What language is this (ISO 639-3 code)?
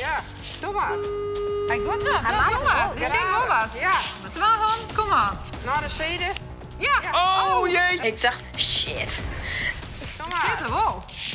fry